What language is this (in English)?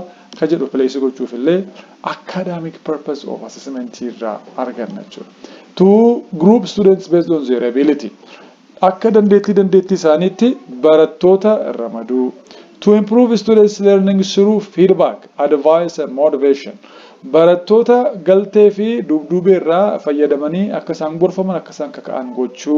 Oromo